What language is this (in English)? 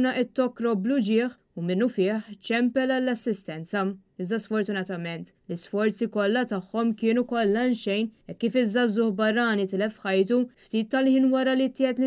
Maltese